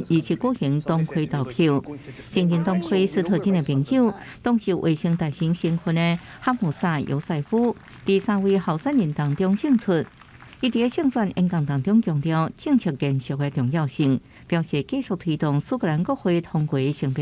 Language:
Min Nan Chinese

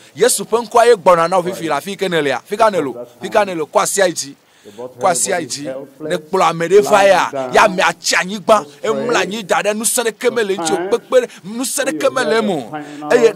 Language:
Ewe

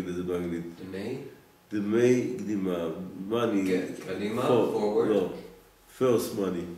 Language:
Hebrew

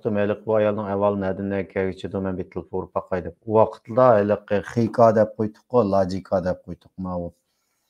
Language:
Uyghur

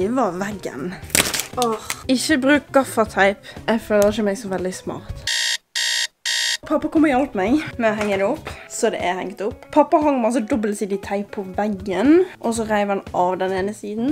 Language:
Norwegian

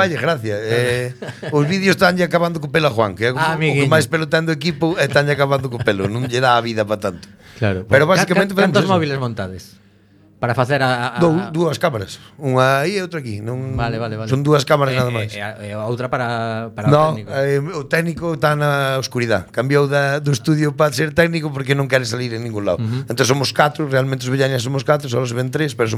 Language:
Galician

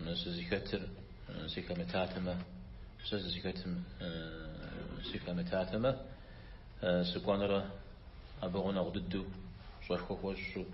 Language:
Kabardian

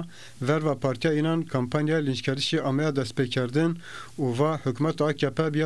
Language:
Zaza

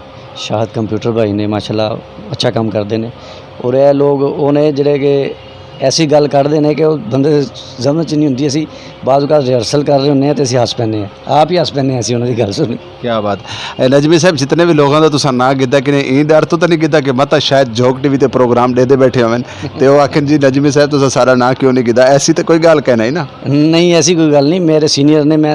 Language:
Western Panjabi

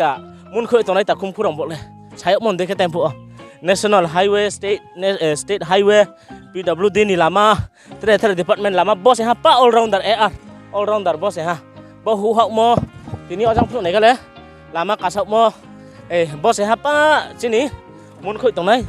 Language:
Riang (India)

